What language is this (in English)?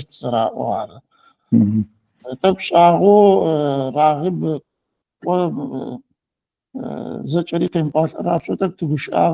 Adyghe